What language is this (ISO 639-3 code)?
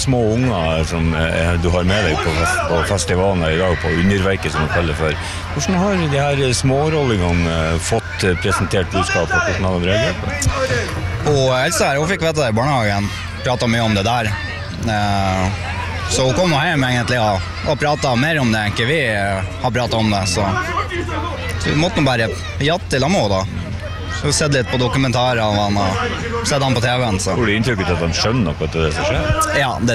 nor